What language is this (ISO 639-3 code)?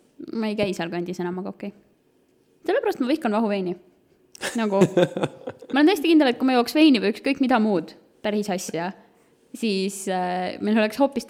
est